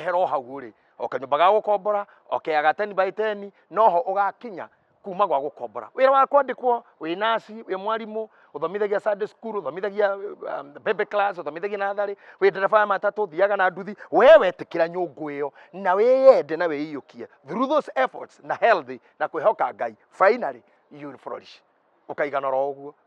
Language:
Kikuyu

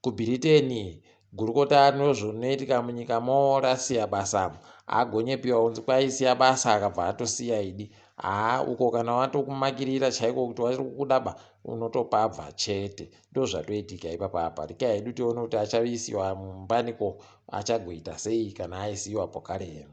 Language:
Ndau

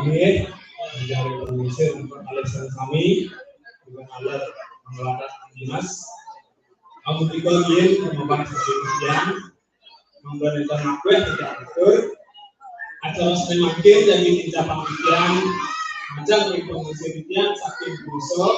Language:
Balinese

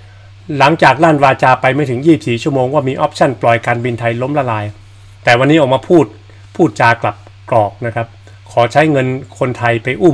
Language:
Thai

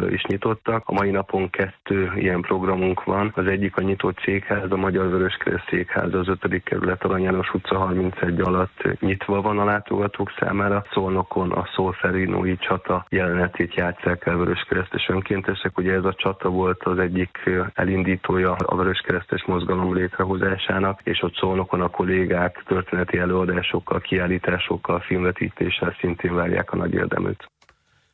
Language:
Hungarian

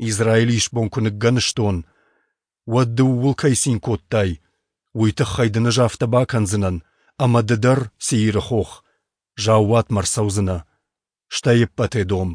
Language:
Ossetic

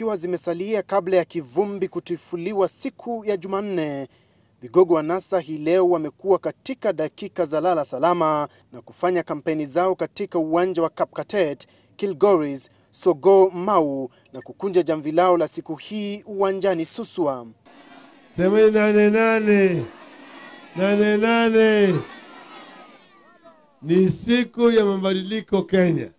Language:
Swahili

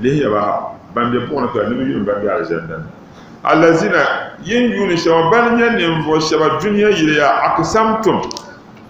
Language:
Dagbani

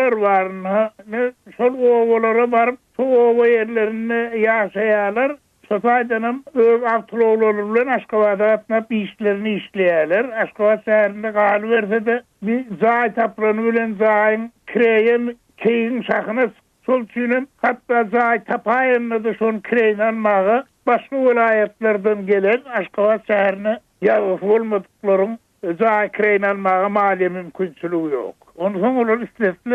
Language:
Turkmen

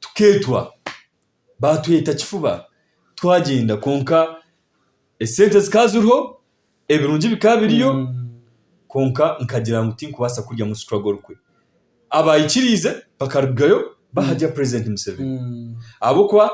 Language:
Nyankole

